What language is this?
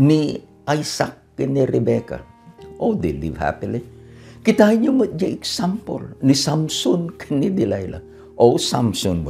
Iloko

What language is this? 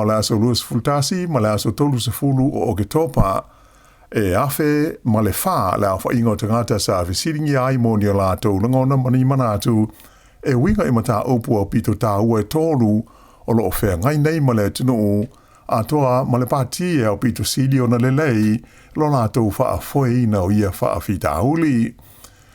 Samoan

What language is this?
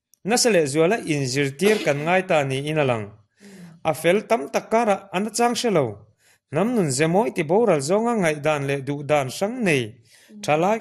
Mizo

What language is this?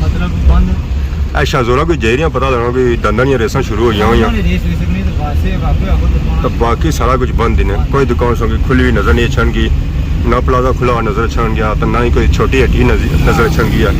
Pahari-Potwari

